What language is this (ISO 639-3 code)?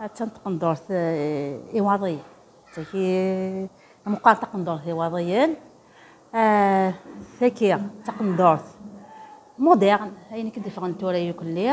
kab